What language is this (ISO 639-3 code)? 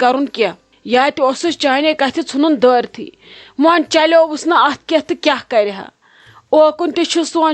kas